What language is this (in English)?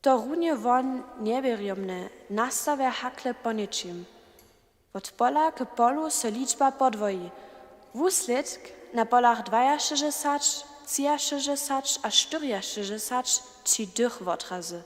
Upper Sorbian